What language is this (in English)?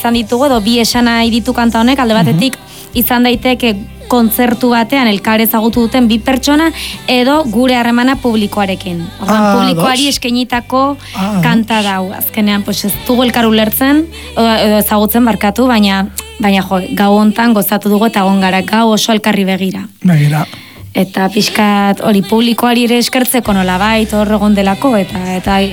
Basque